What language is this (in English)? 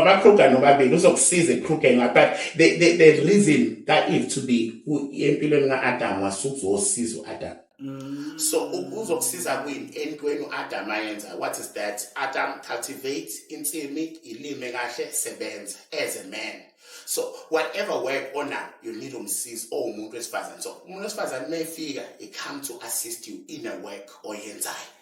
Zulu